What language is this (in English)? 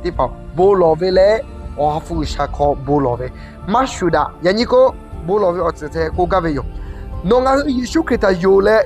Lahu